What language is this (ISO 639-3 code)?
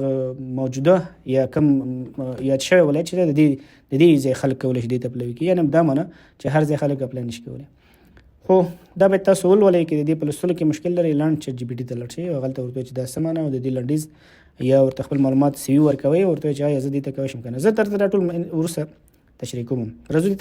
pus